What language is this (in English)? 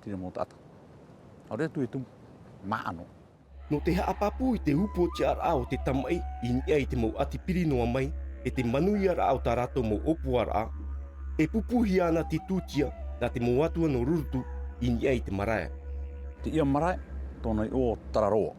Tahitian